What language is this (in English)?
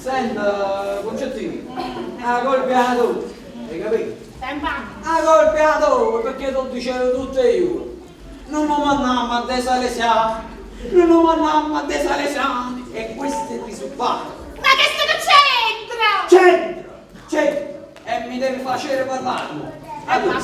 Neapolitan